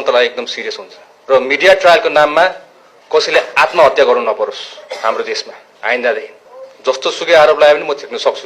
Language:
Nepali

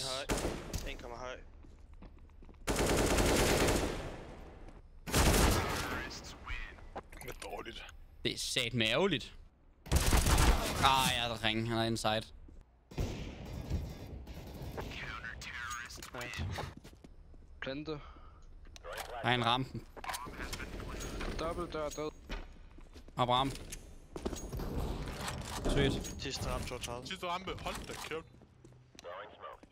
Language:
Danish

